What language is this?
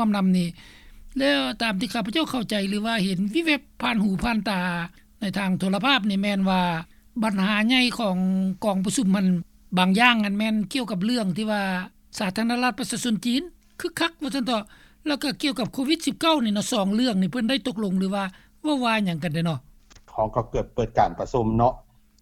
Lao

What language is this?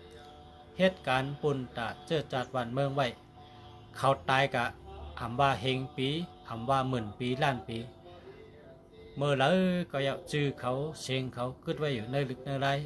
Shan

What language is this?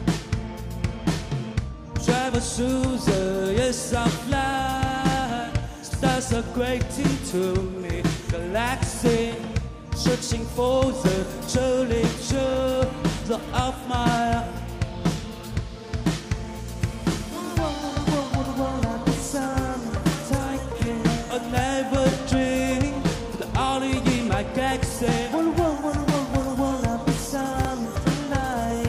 Chinese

